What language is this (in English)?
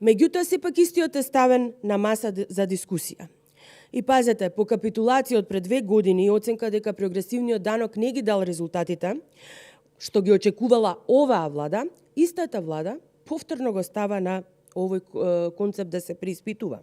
Macedonian